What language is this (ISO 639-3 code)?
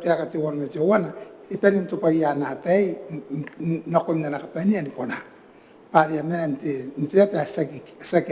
gil